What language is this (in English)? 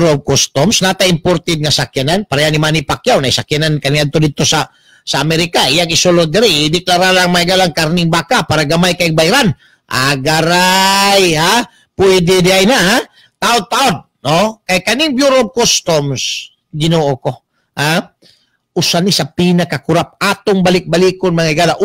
Cebuano